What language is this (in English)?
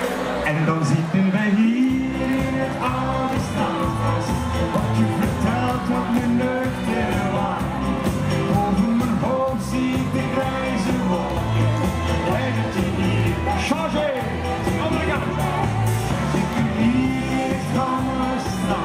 Dutch